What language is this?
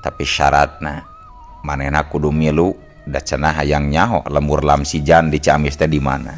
Sundanese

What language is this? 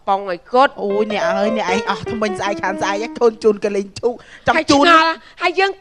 Khmer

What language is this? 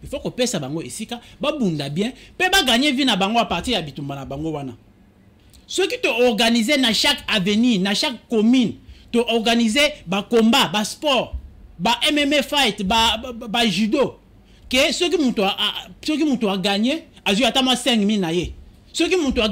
Lingala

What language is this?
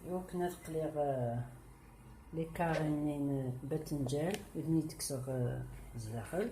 Kabyle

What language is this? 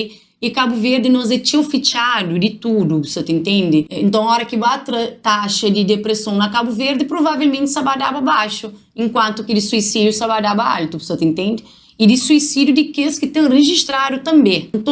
Kabuverdianu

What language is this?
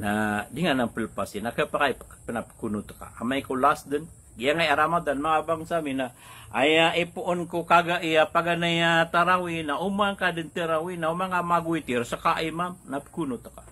Maranao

